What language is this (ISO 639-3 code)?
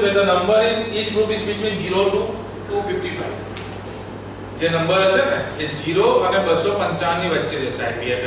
guj